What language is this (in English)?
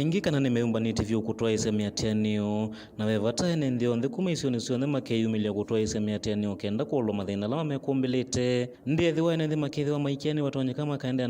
Kamba